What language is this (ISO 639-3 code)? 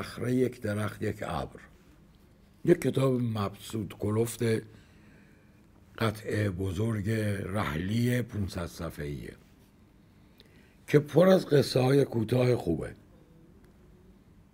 fas